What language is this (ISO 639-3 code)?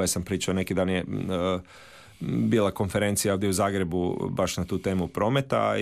hrv